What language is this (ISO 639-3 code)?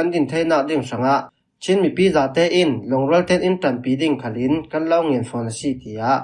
cfm